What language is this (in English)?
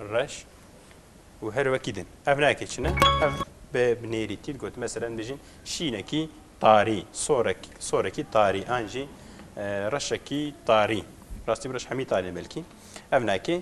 Kurdish